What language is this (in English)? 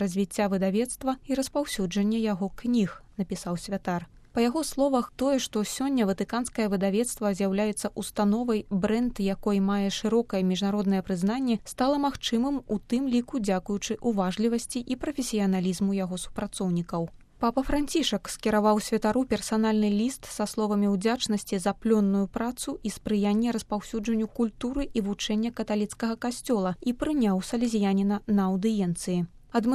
Belarusian